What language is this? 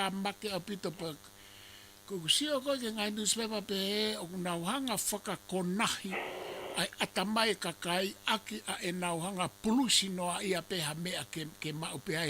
Tongan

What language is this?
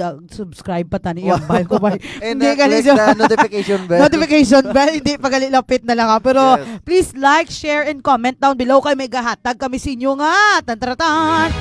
Hiligaynon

